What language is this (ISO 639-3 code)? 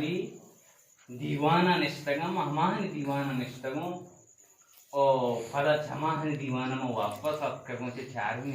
bal